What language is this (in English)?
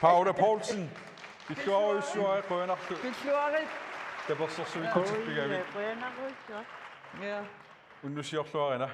Kalaallisut